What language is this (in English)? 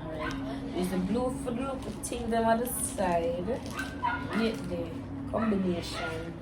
Jamaican Creole English